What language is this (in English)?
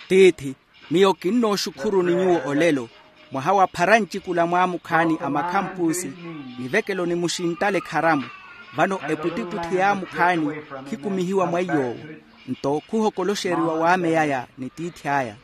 Makhuwa